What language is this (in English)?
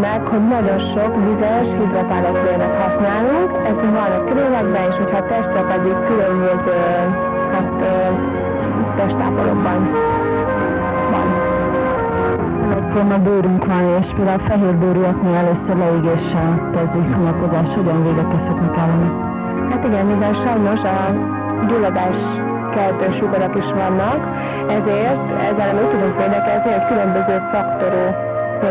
Hungarian